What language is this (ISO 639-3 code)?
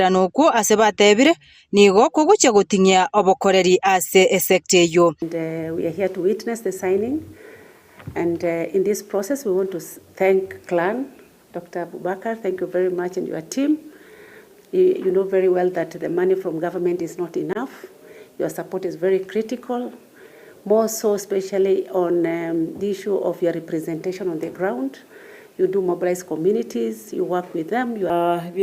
guz